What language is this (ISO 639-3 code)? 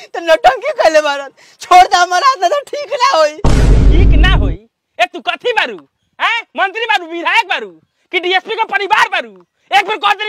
bho